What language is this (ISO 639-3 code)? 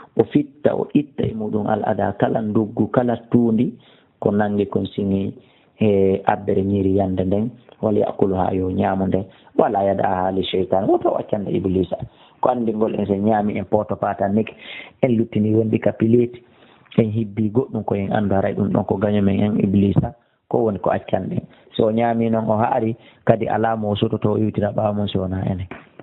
ful